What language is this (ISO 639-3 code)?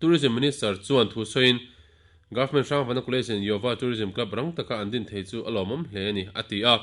lus